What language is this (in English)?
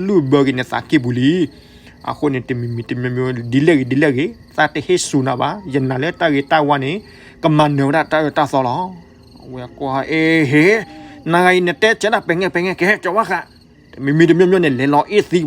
S'gaw Karen